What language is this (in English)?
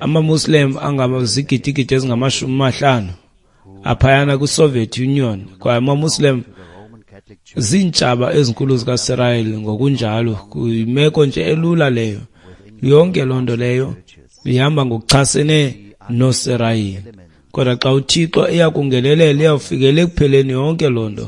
Xhosa